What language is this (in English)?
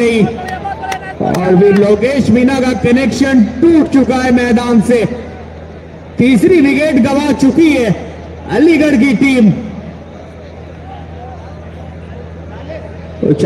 Hindi